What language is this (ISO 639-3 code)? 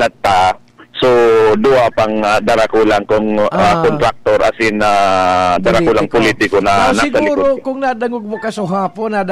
bik